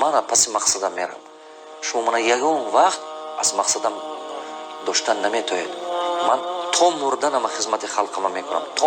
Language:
Tajik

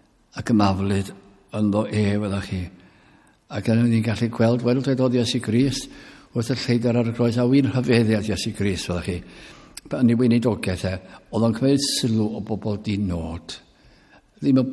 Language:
Welsh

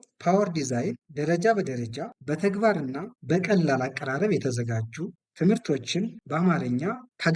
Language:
Amharic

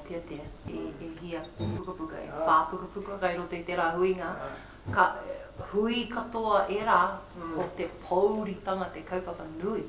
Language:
Māori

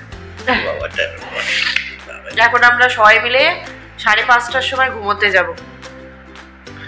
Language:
Bangla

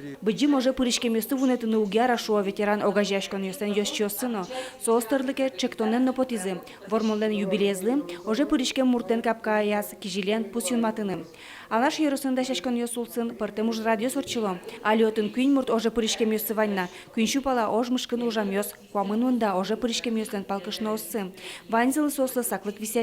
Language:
Udmurt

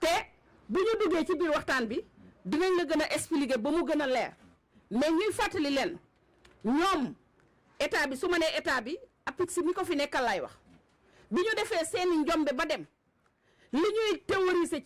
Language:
Wolof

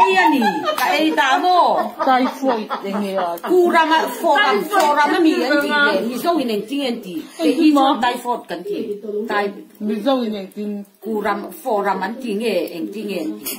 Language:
Mizo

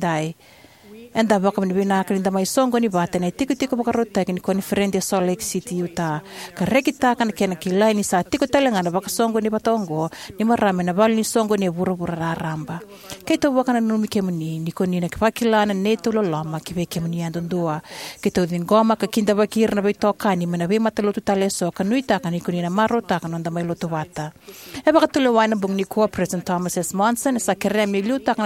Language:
Fijian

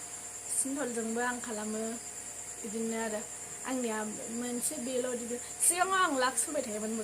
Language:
Bodo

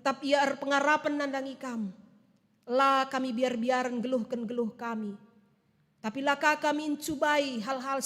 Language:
Batak Karo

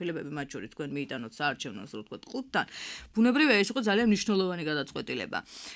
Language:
Georgian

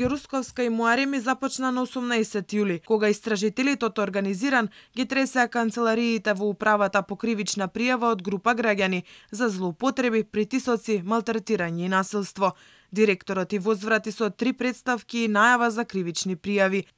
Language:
Macedonian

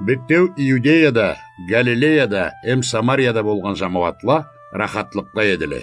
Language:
Karachay-Balkar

